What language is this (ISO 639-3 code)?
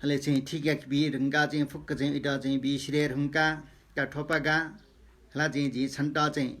new